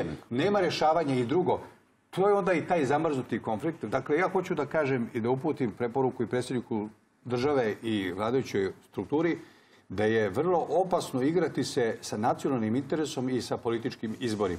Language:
Serbian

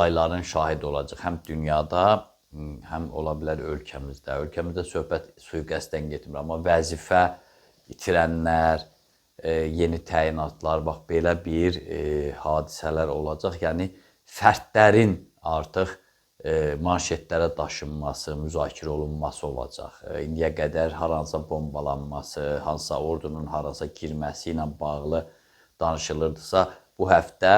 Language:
Azerbaijani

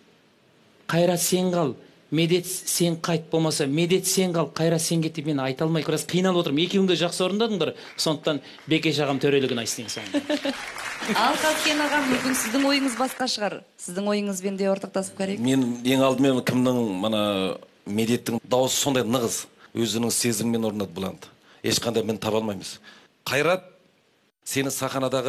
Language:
Kazakh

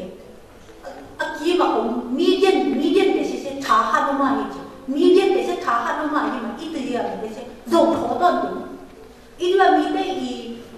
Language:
Tedim Chin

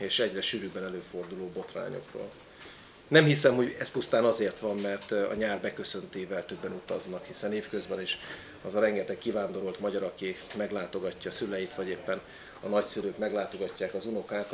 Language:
Hungarian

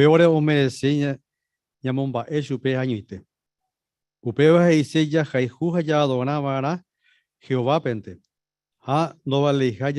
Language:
Guarani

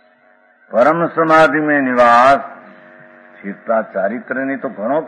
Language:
Gujarati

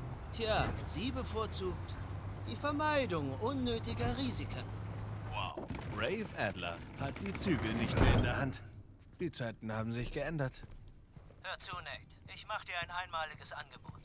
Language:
Swiss German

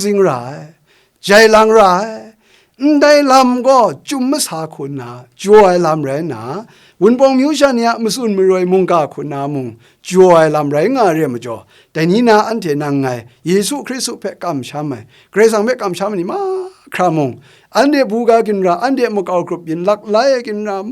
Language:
Kachin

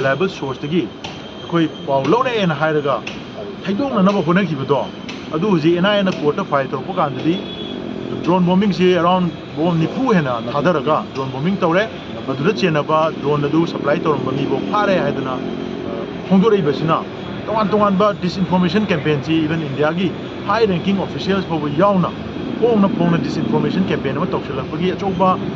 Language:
Manipuri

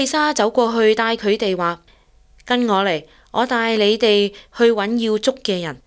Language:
Cantonese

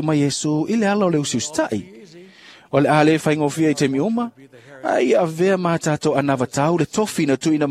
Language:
Samoan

